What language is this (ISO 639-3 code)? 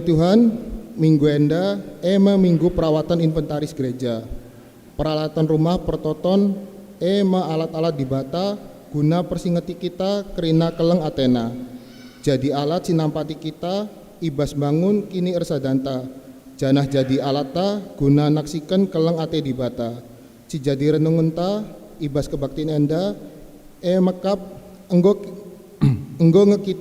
btx